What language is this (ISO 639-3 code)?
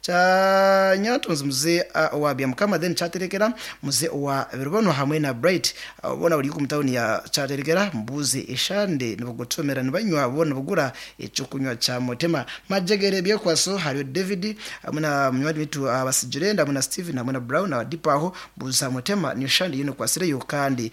nyn